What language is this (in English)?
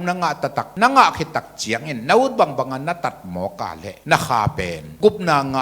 Tedim Chin